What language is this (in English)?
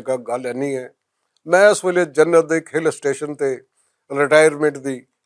Western Panjabi